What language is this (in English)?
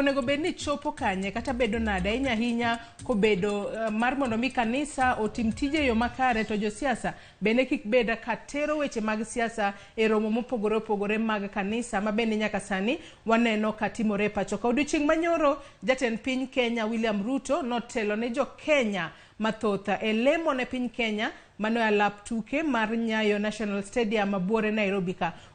Luo (Kenya and Tanzania)